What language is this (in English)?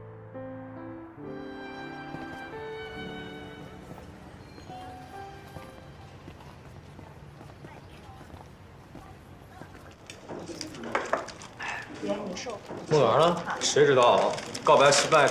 Chinese